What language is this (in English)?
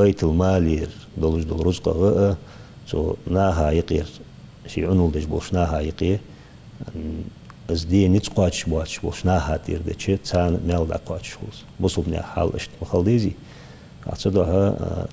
Ingush